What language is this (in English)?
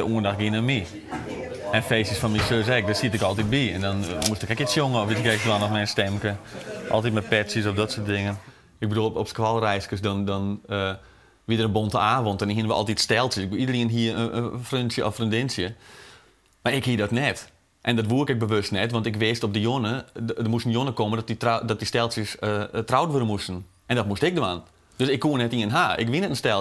Western Frisian